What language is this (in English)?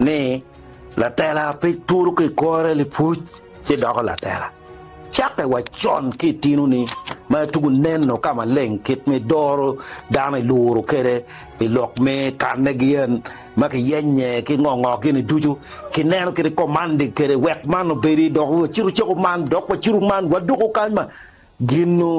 Acoli